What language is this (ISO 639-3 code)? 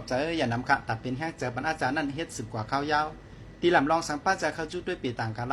shn